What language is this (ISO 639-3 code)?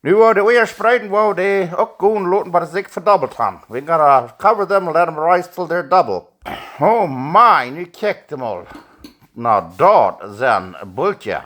pdt